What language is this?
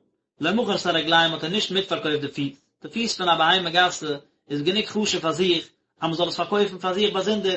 Yiddish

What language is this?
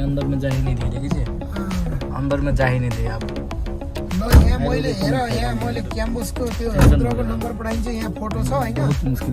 Maithili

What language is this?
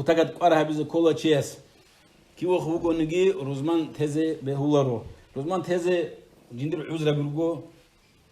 Avaric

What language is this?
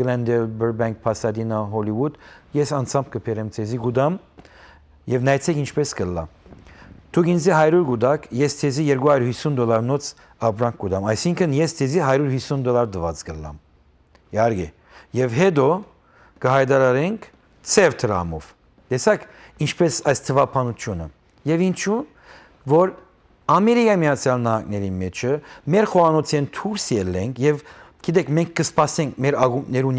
Western Armenian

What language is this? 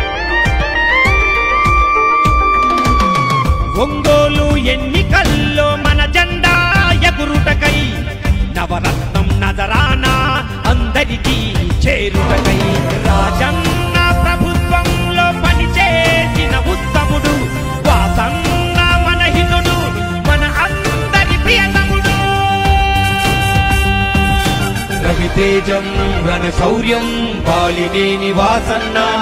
Telugu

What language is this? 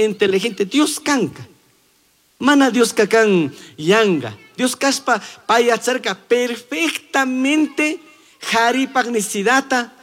Chimborazo Highland Quichua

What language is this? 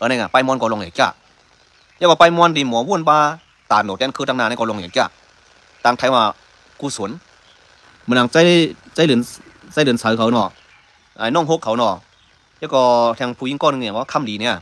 Shan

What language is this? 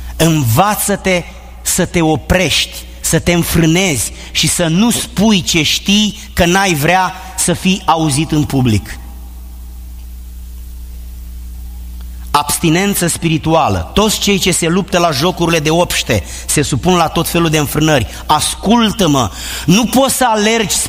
Romanian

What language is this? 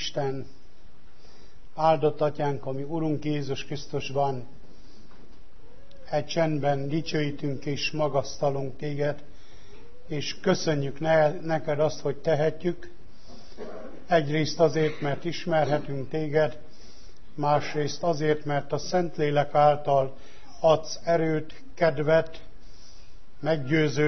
Hungarian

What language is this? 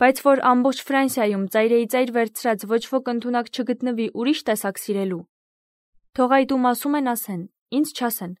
Armenian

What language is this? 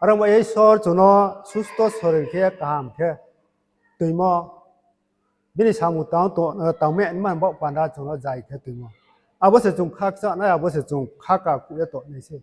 Riang (India)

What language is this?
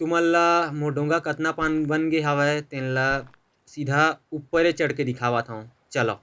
Chhattisgarhi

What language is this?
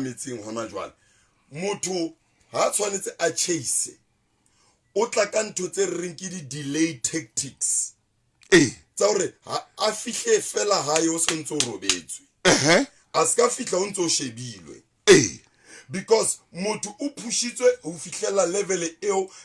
Southern Sotho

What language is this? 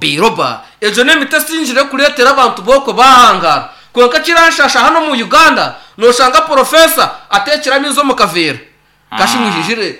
Nyankole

